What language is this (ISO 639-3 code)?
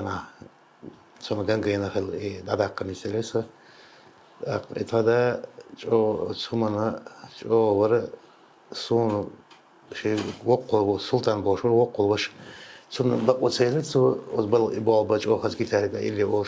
che